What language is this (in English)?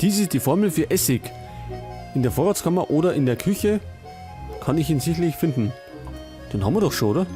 Bavarian